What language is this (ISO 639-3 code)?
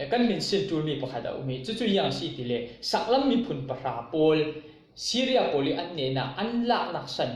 cfm